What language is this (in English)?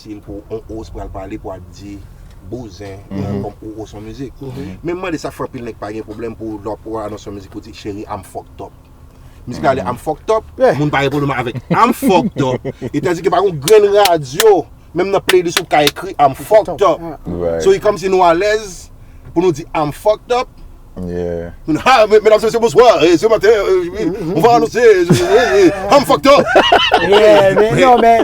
Haitian Creole